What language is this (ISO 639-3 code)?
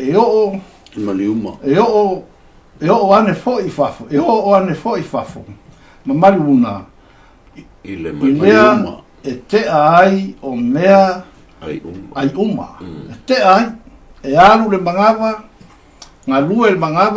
smo